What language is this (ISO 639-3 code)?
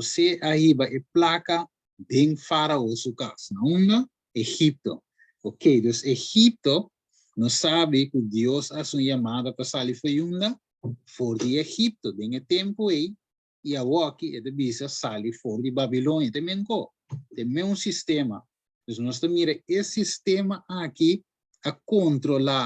pap